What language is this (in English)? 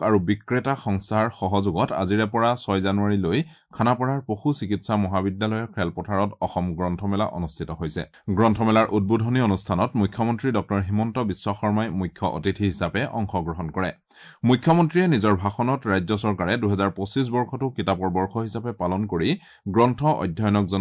Assamese